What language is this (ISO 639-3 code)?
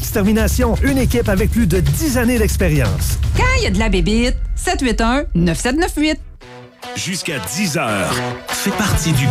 fra